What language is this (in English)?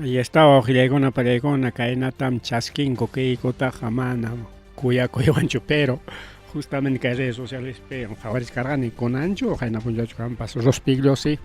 Ayacucho Quechua